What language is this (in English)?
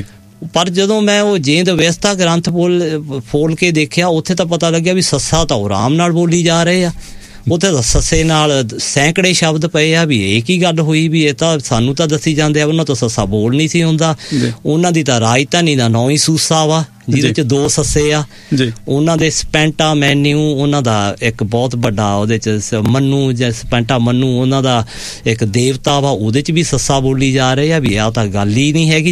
Punjabi